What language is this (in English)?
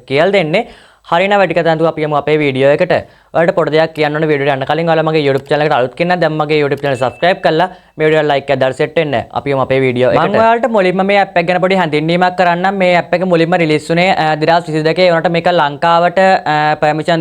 Sinhala